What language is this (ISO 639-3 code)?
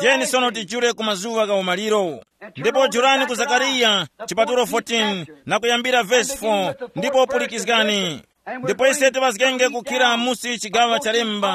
tum